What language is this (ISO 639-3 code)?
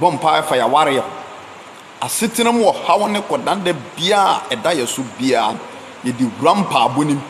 aka